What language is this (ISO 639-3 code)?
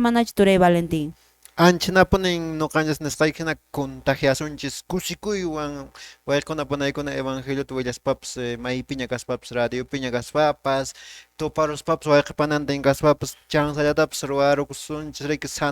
que